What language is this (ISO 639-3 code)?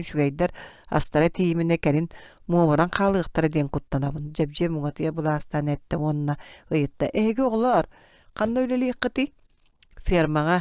sah